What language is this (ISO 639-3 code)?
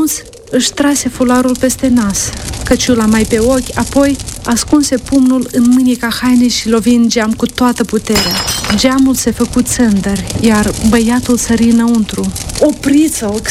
ron